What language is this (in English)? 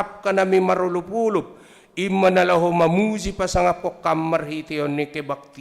Batak Simalungun